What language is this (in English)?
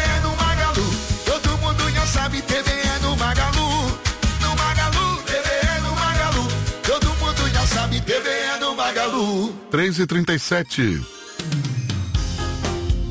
Portuguese